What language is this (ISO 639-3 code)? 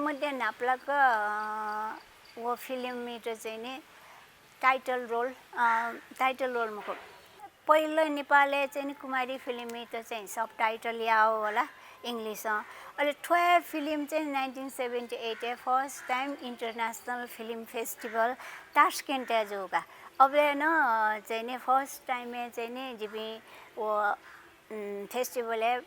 new